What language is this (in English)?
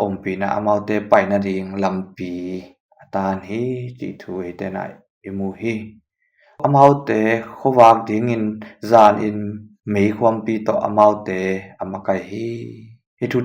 Tedim Chin